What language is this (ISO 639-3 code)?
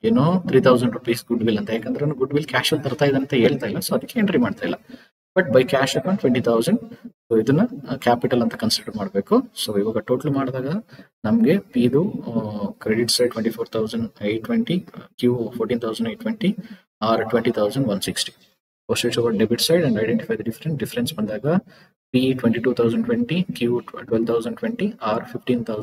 kan